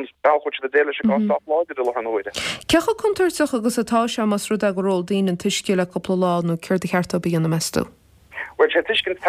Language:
Irish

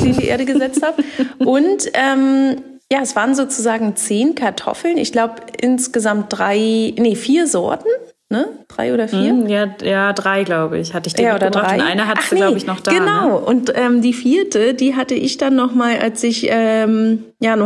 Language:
German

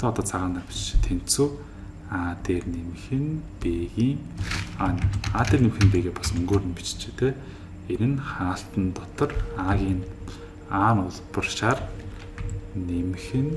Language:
Mongolian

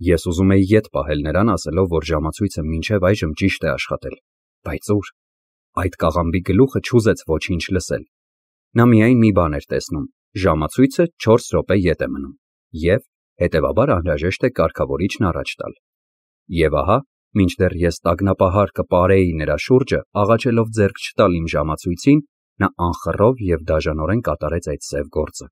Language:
Armenian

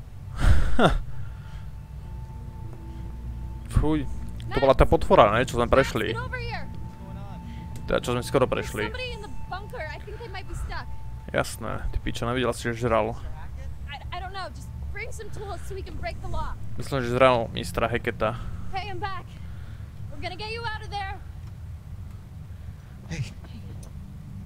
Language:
Slovak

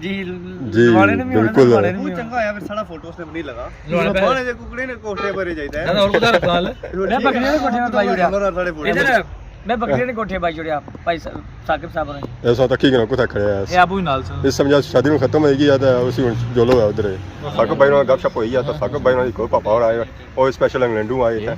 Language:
Pahari-Potwari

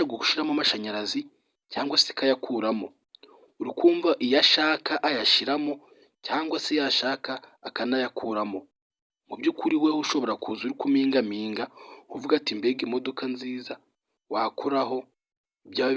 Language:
Kinyarwanda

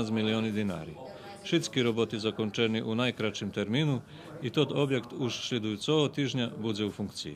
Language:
Rusyn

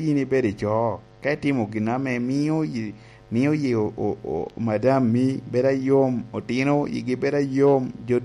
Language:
Lango (Uganda)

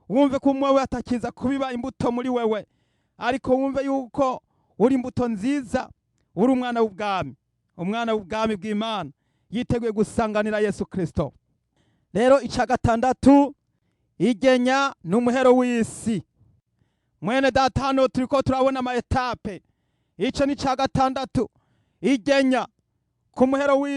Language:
Rundi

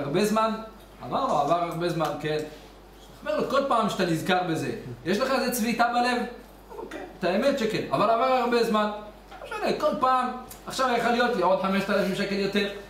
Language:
Hebrew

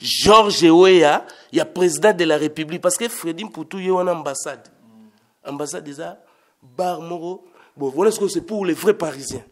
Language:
Lingala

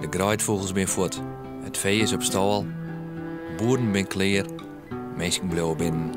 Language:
Western Frisian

